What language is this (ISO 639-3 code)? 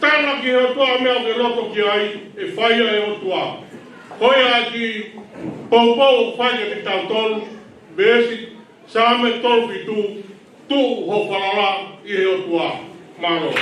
ton